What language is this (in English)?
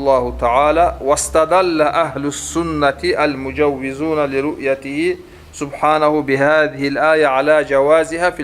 Kumyk